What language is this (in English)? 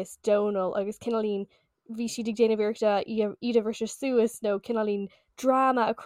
Irish